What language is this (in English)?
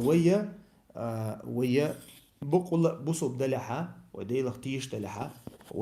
Chechen